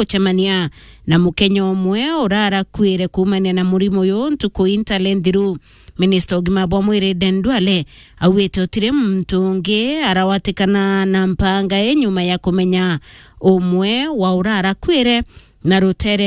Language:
Meru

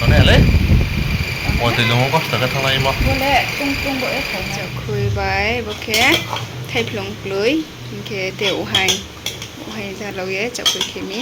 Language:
Riang (India)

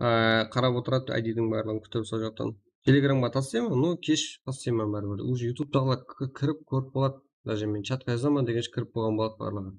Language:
Kara-Kalpak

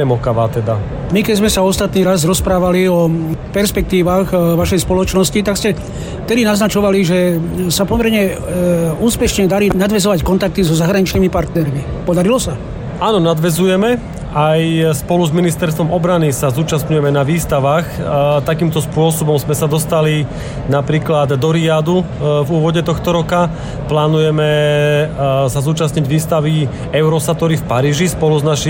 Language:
Slovak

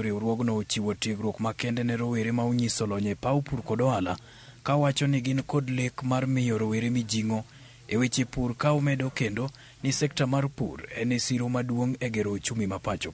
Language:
Luo (Kenya and Tanzania)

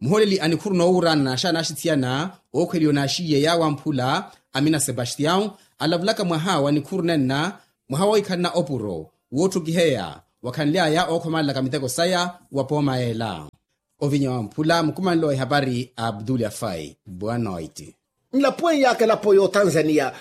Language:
Makhuwa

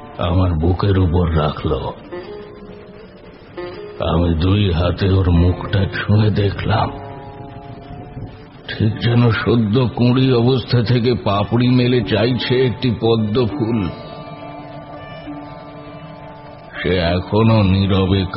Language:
Bangla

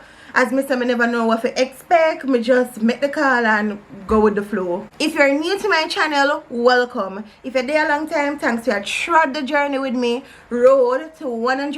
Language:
Jamaican Creole English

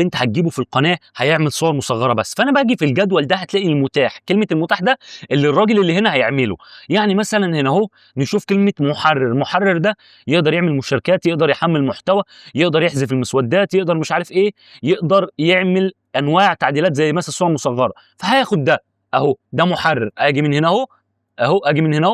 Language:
Egyptian Arabic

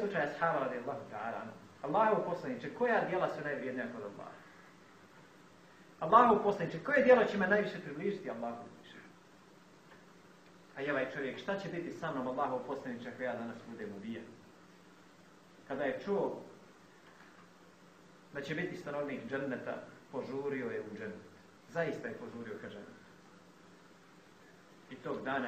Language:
Bosnian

